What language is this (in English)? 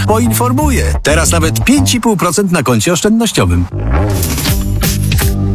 Polish